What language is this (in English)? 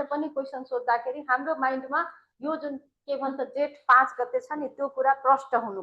Nepali